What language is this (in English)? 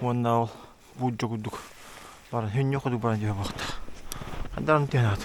Yakut